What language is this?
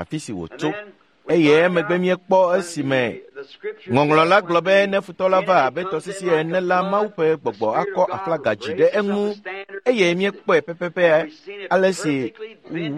Ewe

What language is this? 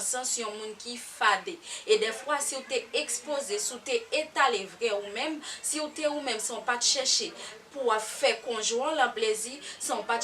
Haitian Creole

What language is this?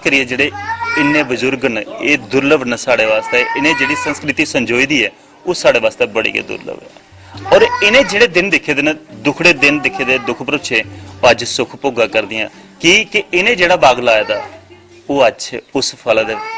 Dogri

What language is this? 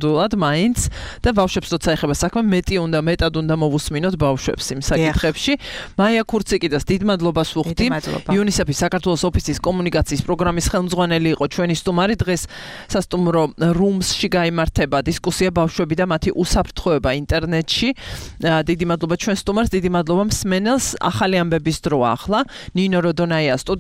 Georgian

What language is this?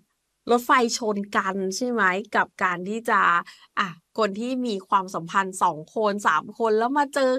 Thai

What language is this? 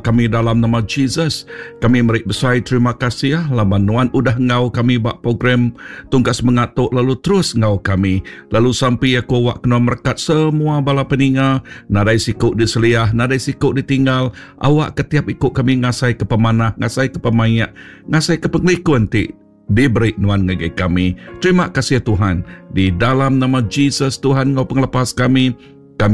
Iban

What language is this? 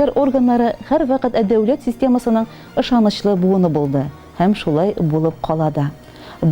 Tatar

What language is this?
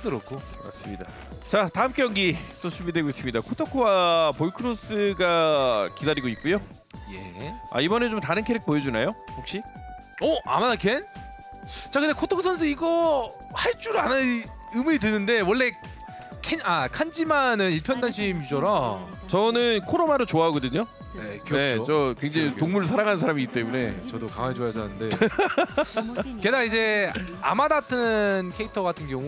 Korean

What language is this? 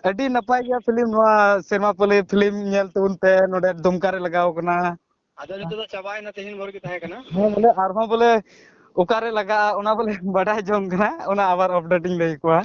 Santali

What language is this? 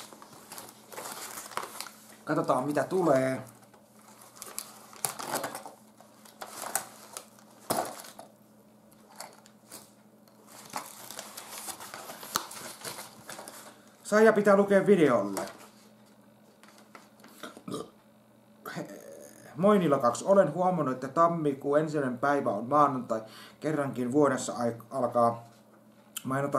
Finnish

